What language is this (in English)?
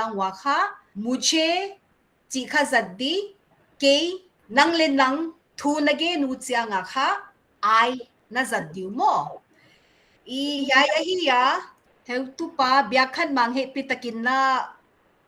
Paite Chin